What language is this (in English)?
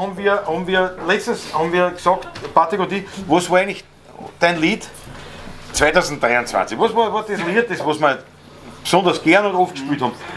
Bavarian